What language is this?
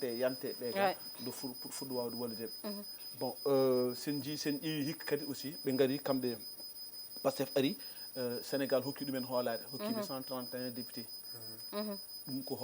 Fula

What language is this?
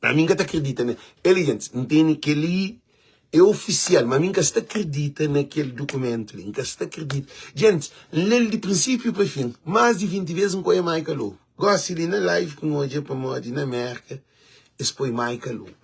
Kabuverdianu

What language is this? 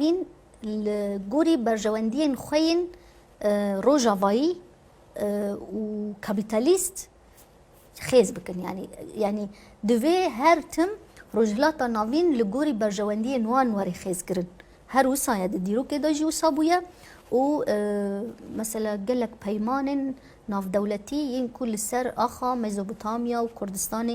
Kurdish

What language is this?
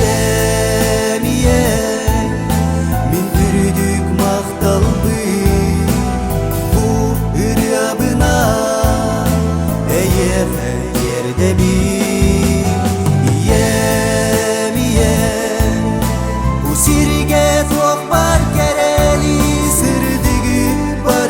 Yakut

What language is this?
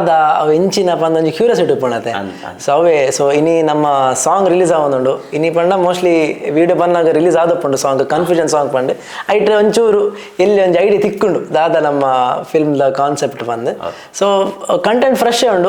Tulu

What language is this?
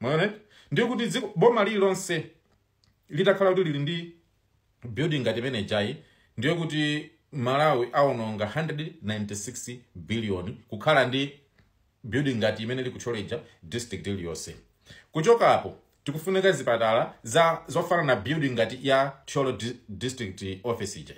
Nyanja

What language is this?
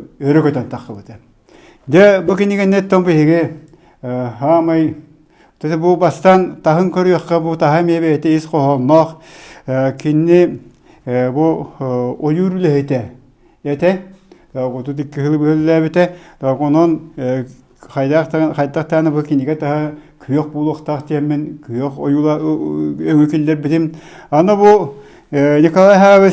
Yakut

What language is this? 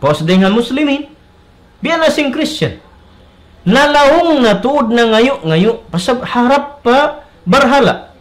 Tausug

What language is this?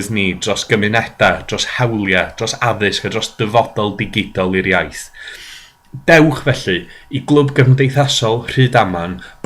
Welsh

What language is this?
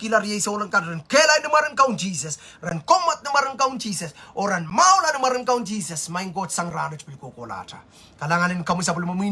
Pohnpeian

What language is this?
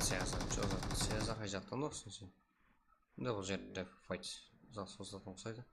Kara-Kalpak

